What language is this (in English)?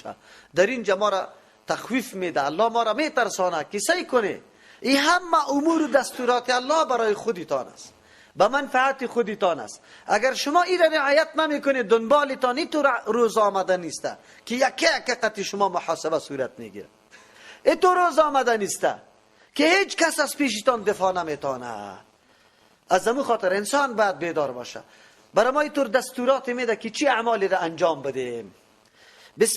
Persian